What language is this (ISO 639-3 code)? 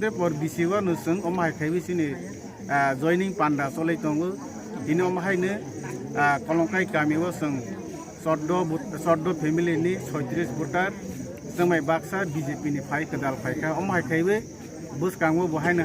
trp